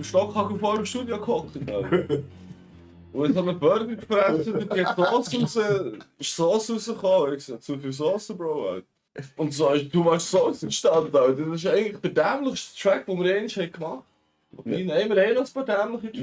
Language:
Swiss German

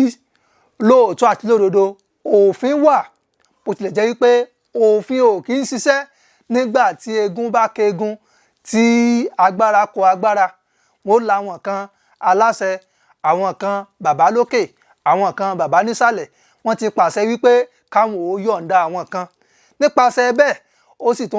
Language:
Yoruba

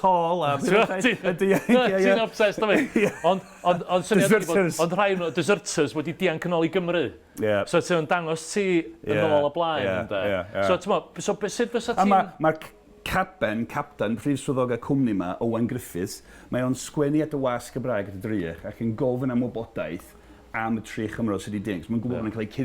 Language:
Welsh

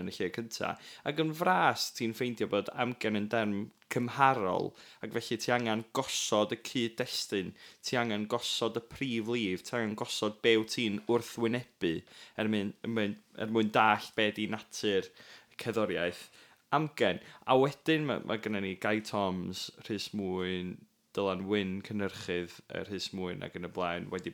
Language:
Welsh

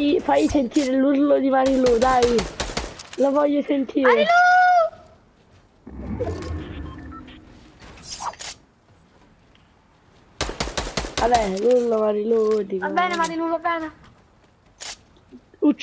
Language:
Italian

